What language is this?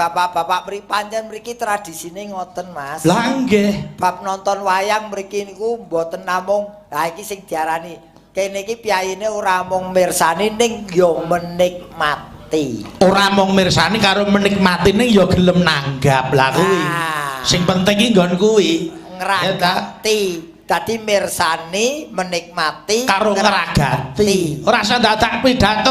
Javanese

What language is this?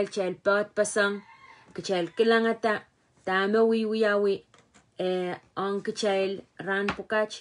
Pohnpeian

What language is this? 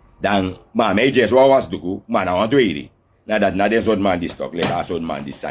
Sranan Tongo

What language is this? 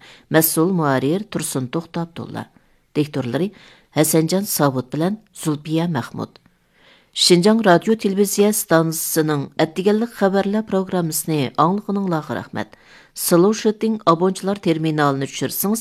Uyghur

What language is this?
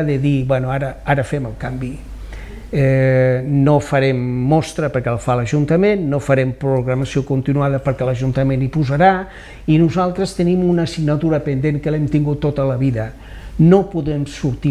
Catalan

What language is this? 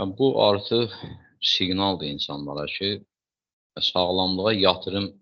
Azerbaijani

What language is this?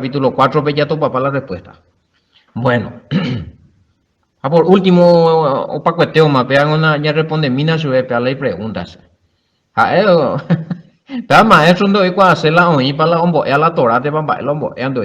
Guarani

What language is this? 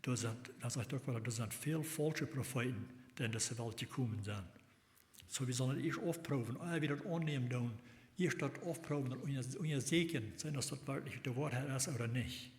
Plautdietsch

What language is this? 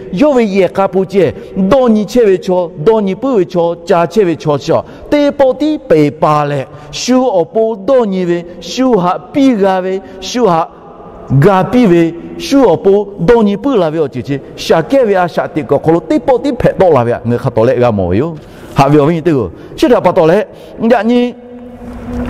Lahu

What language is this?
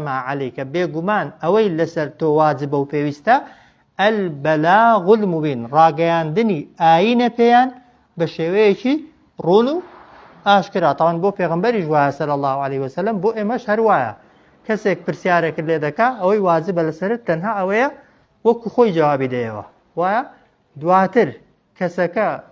Central Kurdish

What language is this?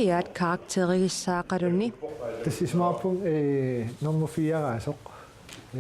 Kalaallisut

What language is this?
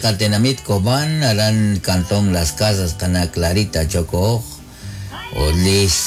Kekchí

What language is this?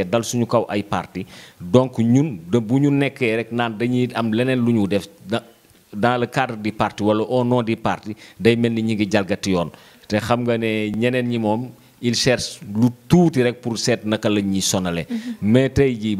Wolof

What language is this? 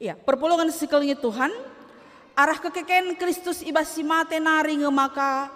Batak Karo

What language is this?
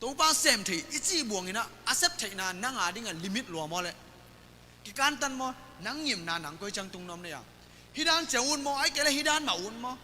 Tedim Chin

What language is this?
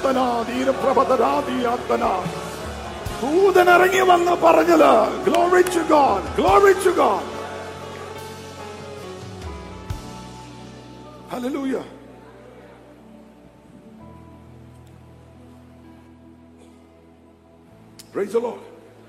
Malayalam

